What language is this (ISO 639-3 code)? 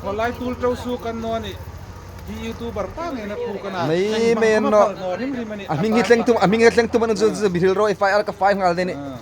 hmr